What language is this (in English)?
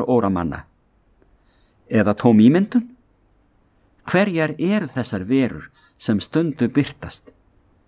Icelandic